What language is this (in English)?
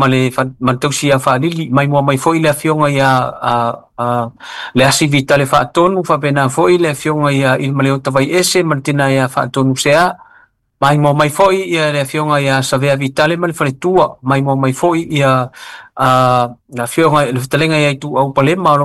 Samoan